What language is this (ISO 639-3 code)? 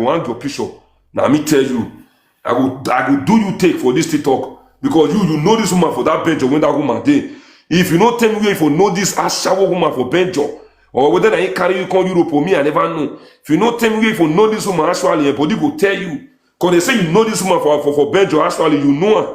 pcm